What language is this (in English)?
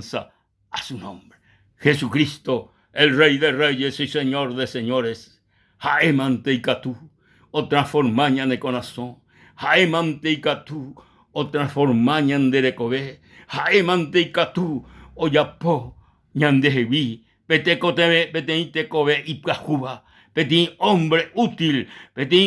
Guarani